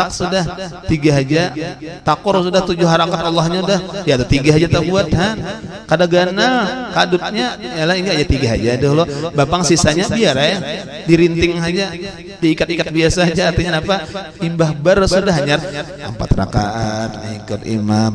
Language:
Banjar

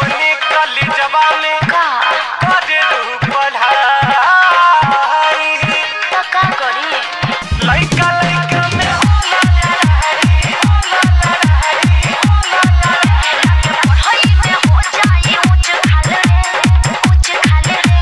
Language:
Bhojpuri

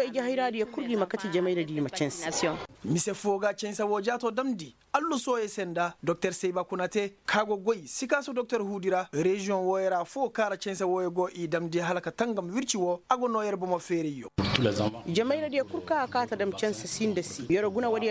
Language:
Koyraboro Senni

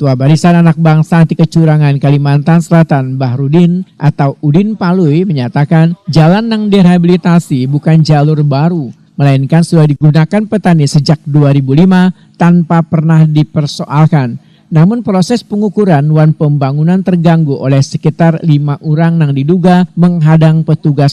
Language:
Banjar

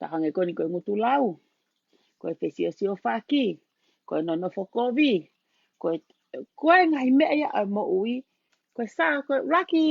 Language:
Tongan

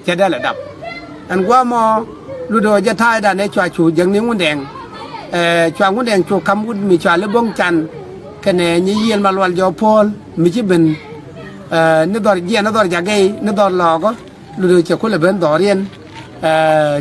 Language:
Nuer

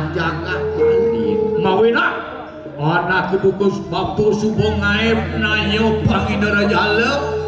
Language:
Balinese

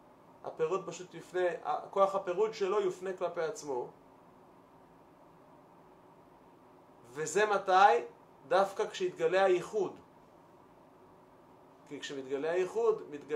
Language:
Hebrew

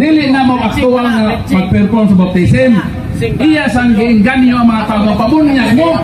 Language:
Cebuano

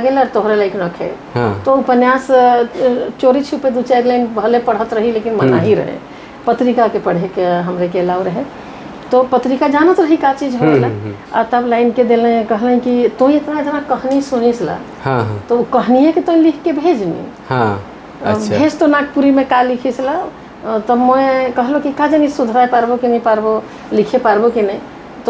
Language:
Sadri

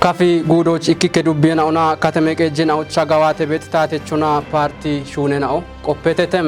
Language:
Kafa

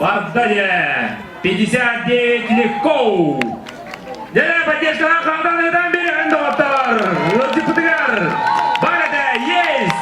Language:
Yakut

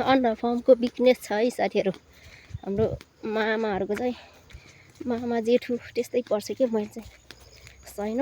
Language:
Nepali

